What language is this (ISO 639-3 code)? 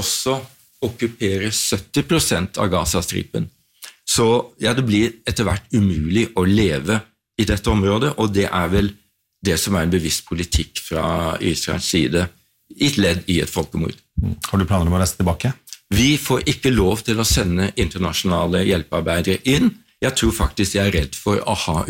nor